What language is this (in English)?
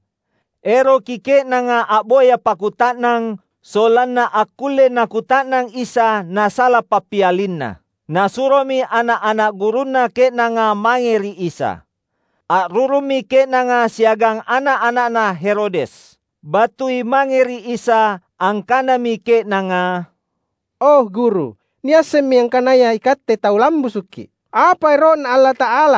Makasar